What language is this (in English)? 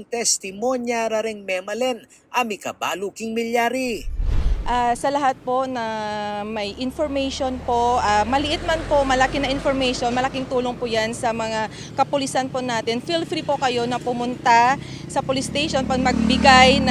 Pampanga